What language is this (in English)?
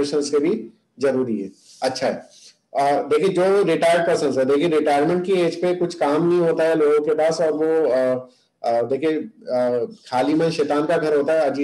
Hindi